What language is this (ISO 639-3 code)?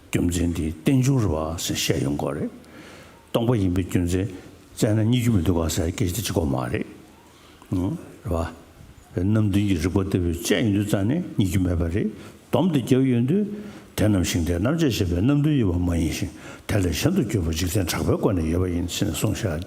bod